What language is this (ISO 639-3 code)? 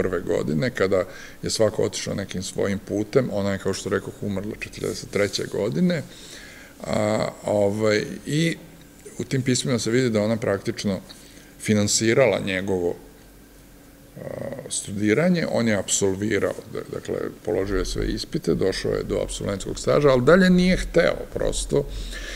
srp